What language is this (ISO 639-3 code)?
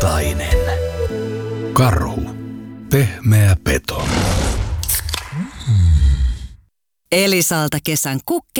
fin